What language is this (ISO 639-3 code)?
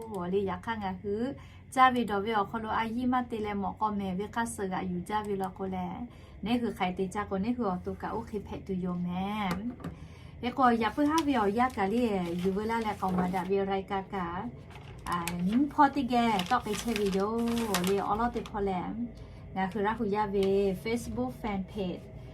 lhu